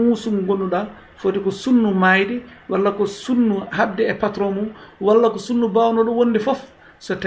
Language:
Fula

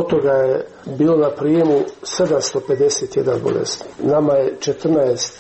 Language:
Croatian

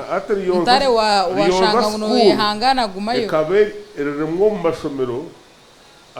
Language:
Nyankole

